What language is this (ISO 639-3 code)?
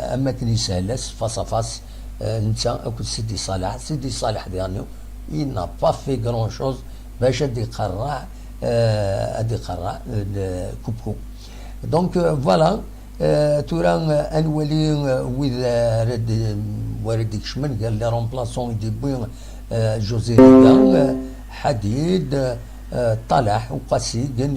kab